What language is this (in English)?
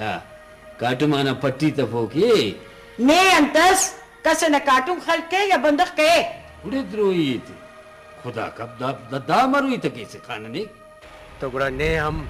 Brahui